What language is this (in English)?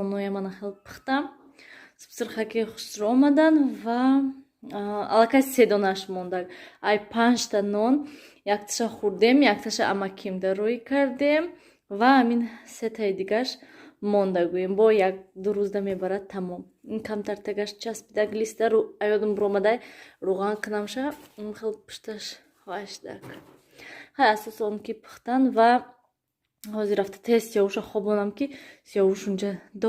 Tajik